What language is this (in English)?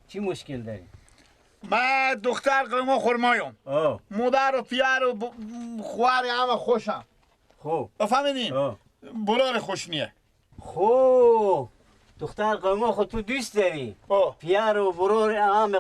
Persian